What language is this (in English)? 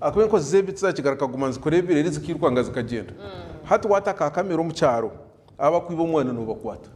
Nyankole